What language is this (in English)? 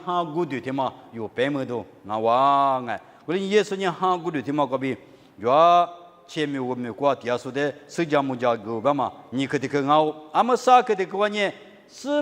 Lisu